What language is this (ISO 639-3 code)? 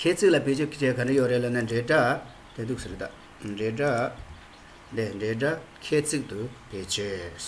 bod